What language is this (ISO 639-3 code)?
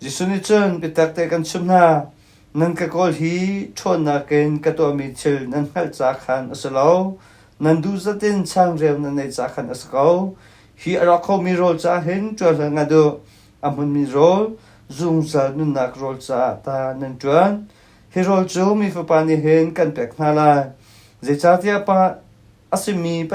cnh